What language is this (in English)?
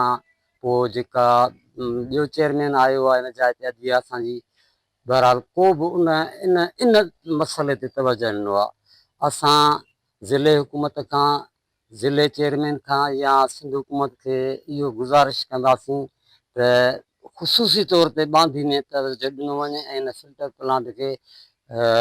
Sindhi